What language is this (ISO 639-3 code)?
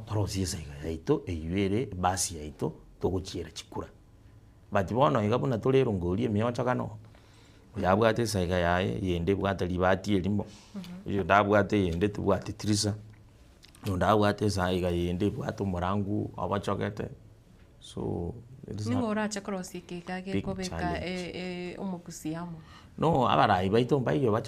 guz